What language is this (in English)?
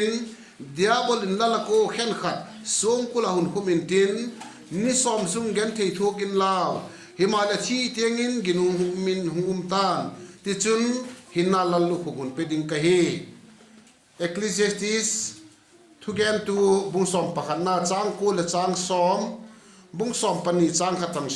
Vaiphei